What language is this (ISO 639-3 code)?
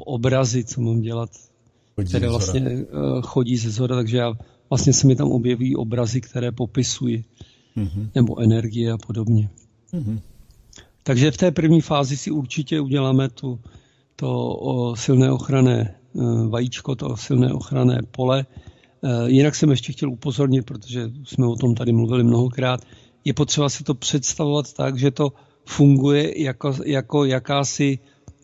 ces